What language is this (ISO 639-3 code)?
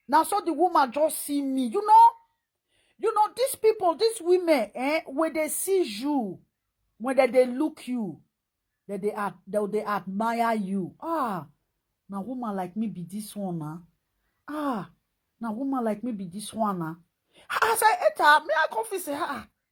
pcm